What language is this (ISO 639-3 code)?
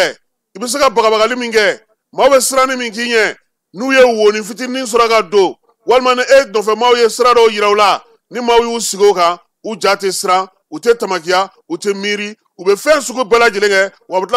bam